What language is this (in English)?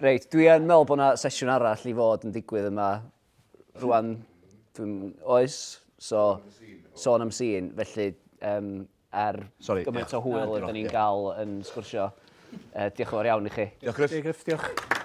Welsh